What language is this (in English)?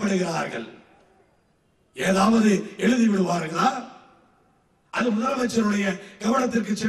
Tamil